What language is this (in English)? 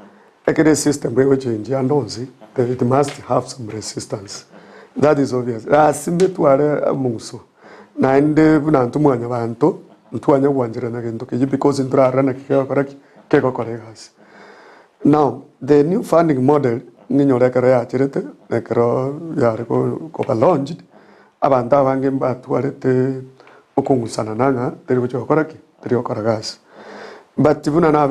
Gusii